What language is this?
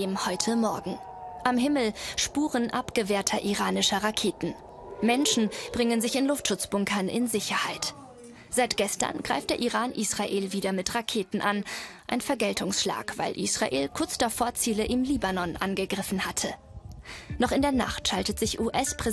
German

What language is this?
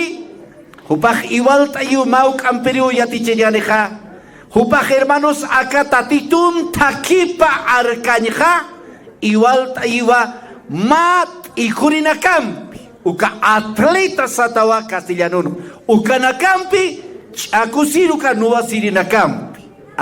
Aymara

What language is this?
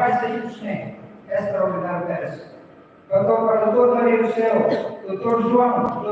Tetum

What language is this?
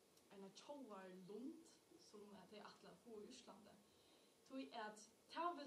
Faroese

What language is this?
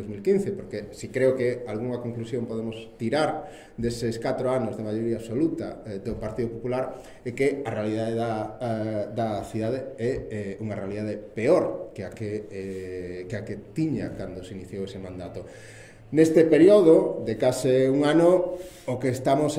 Galician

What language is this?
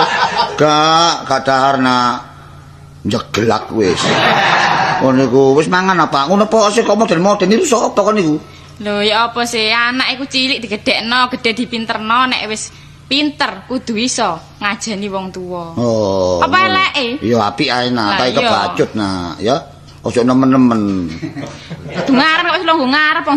Javanese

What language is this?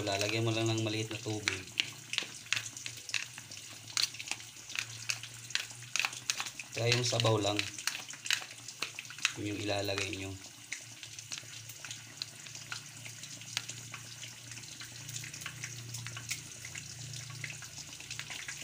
Filipino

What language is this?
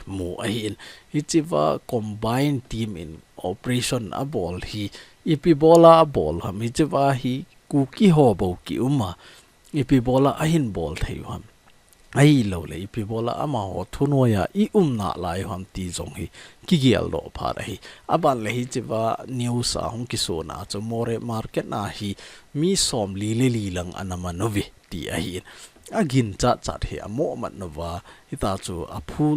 Thado Chin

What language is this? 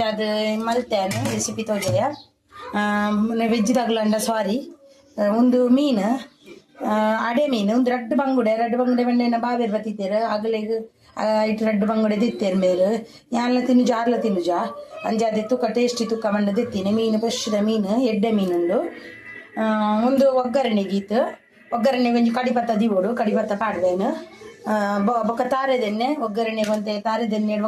Tulu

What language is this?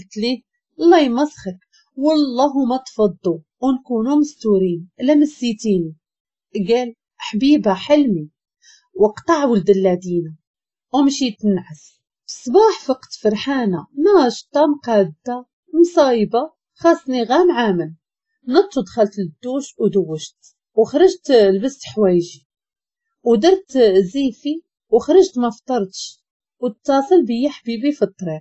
Moroccan Arabic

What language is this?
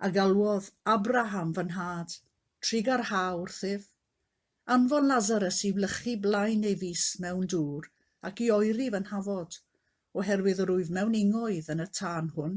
Welsh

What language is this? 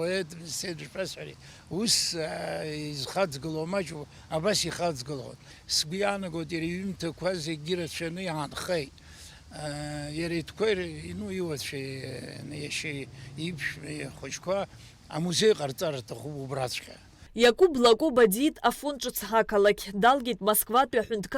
Abkhazian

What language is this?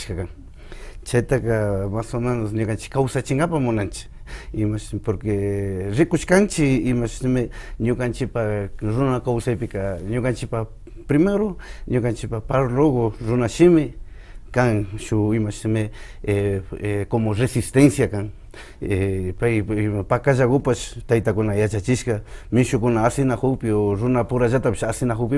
Imbabura Highland Quichua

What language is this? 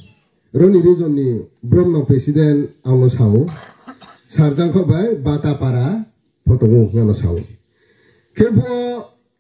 Riang (India)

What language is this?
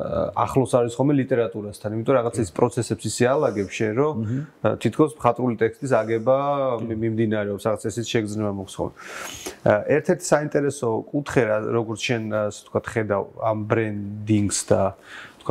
Georgian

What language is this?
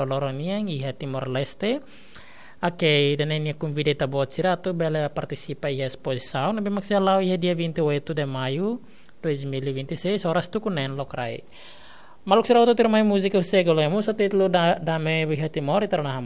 Tetum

